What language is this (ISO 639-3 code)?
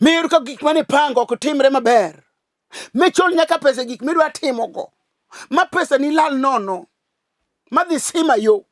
luo